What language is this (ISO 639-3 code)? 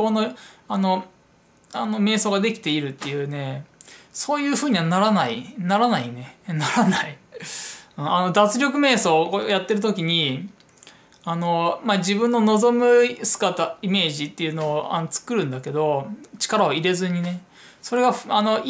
jpn